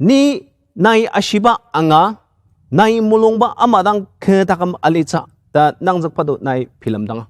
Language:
Ao Naga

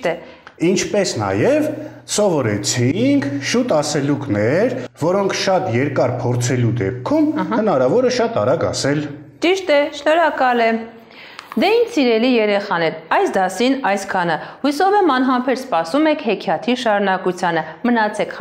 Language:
Armenian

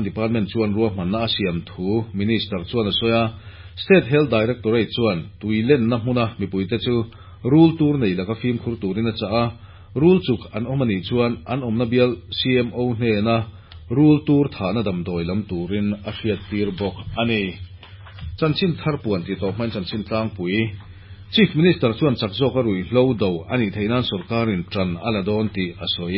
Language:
Mizo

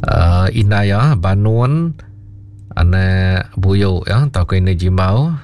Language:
Iban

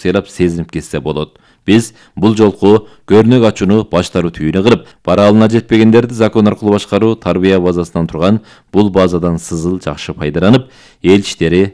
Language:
Kyrgyz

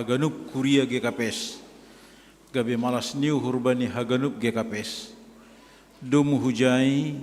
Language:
Batak Simalungun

